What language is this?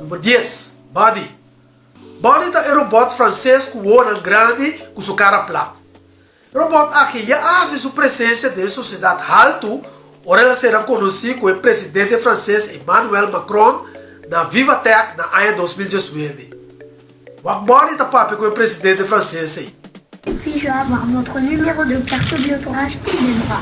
Papiamento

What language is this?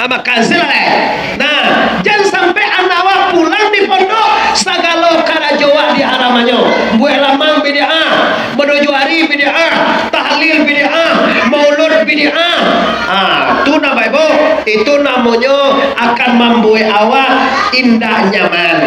Minangkabau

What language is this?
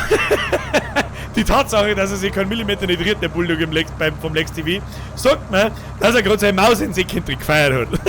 Bavarian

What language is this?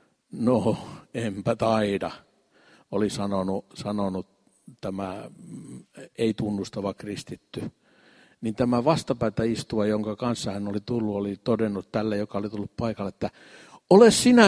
Finnish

